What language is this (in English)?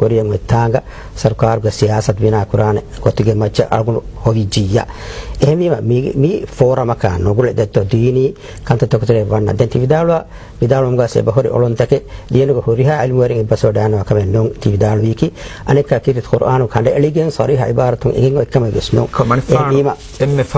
Divehi